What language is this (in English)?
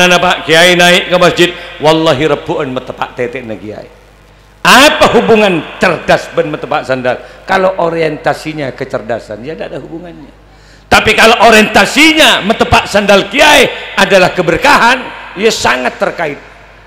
Madurese